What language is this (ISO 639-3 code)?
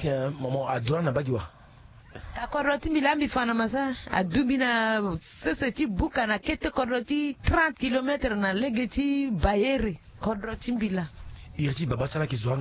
sag